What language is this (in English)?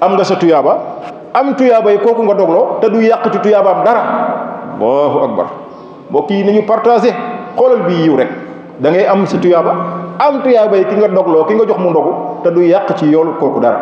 Wolof